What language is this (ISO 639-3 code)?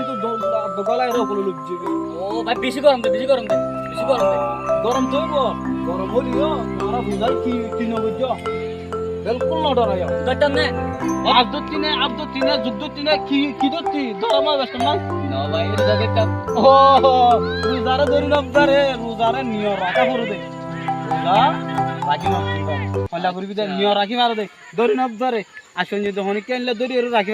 rhg